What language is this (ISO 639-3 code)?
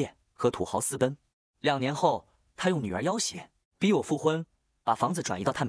zho